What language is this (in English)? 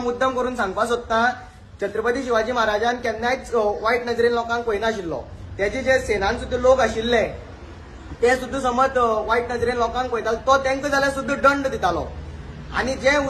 Konkani